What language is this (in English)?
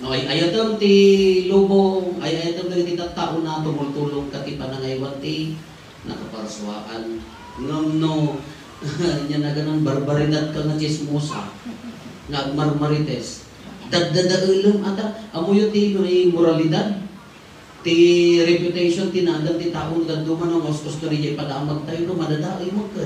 Iloko